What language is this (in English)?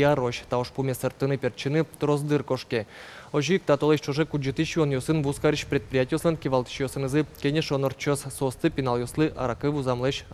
Udmurt